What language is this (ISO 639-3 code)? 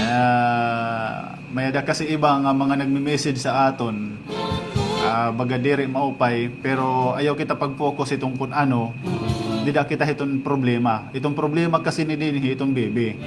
war